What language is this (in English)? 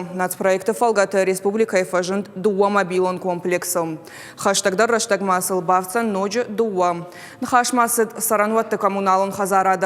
Ossetic